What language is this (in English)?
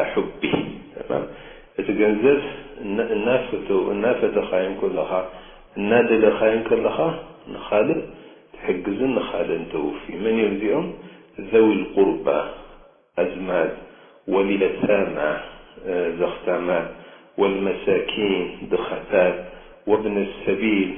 Tigrinya